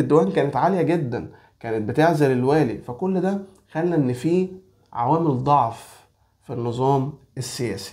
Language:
Egyptian Arabic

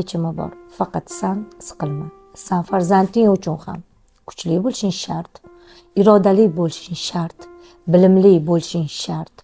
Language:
Uzbek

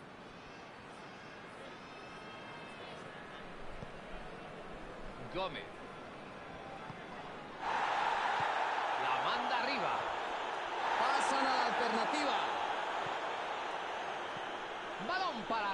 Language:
Spanish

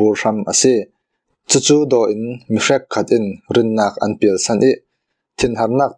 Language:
Falam Chin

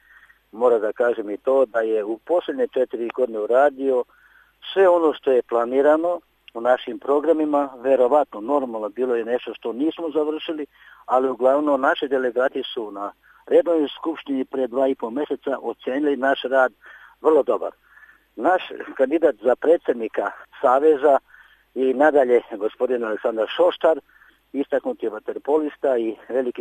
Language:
Serbian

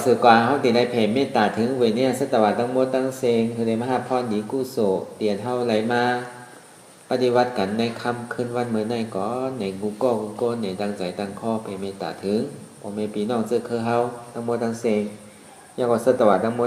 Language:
Shan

